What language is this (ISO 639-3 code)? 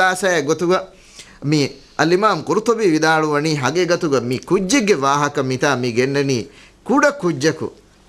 div